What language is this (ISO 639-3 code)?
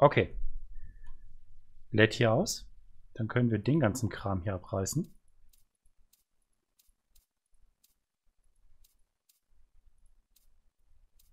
deu